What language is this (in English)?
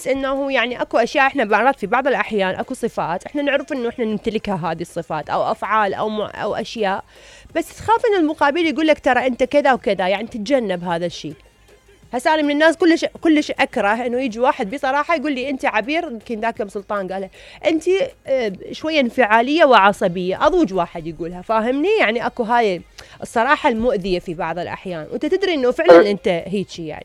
Mesopotamian Arabic